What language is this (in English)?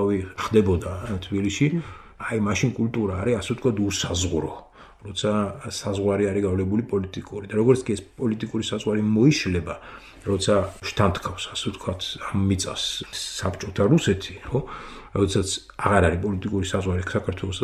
Georgian